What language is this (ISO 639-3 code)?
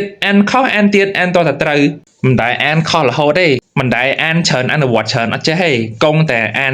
khm